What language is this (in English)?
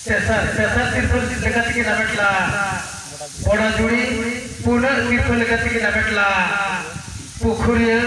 Santali